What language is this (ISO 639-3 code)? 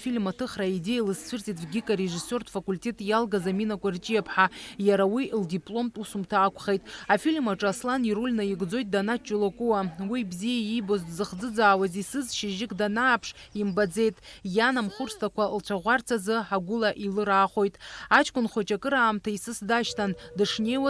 abk